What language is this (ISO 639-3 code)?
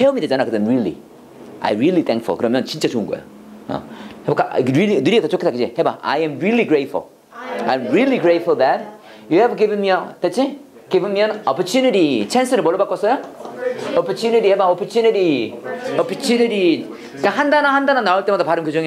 kor